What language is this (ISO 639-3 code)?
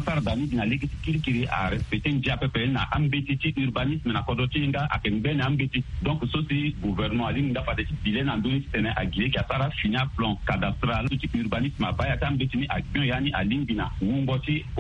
sag